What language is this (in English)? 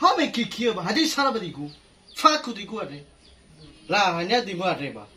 Nias